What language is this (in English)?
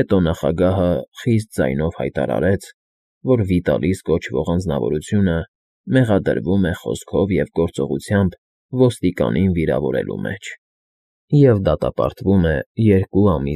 Armenian